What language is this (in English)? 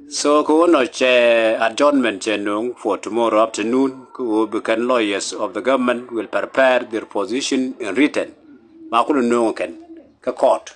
Nuer